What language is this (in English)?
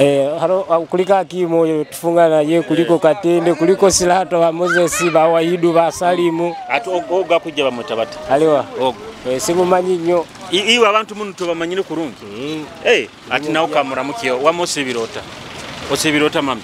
Nyoro